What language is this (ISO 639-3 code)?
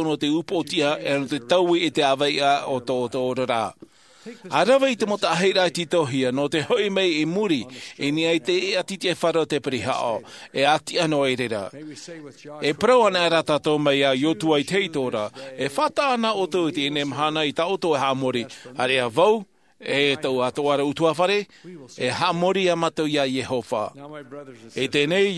tah